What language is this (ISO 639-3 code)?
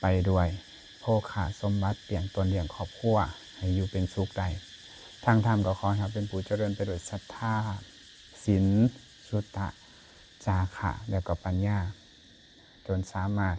lao